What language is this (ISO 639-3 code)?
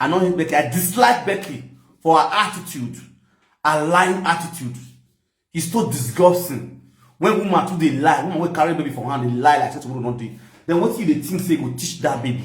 pcm